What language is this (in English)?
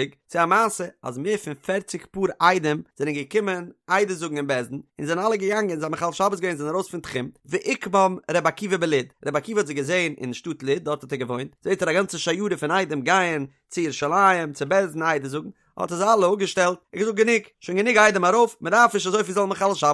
Yiddish